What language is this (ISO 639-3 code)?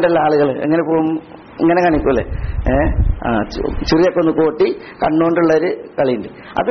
mal